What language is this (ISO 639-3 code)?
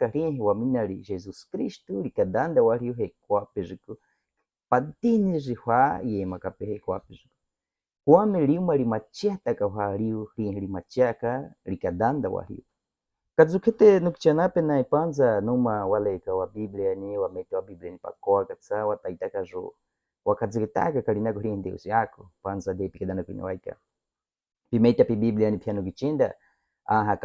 bwi